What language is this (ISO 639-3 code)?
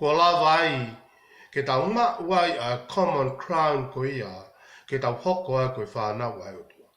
ton